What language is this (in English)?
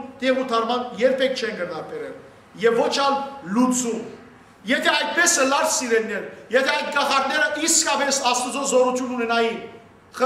Western Armenian